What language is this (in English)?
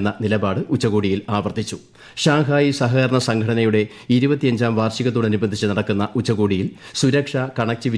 Malayalam